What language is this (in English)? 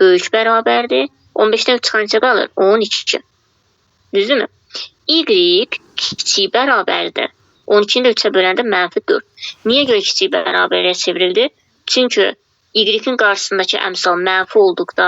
Azerbaijani